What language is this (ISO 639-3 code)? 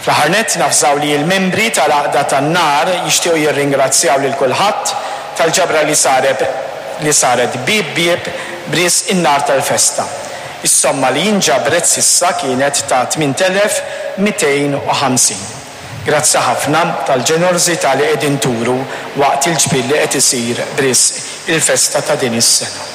mlt